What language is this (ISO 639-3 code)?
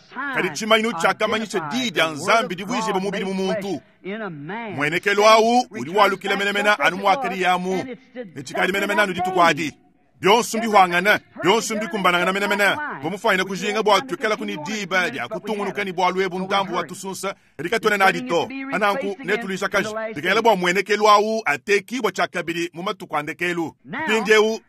lua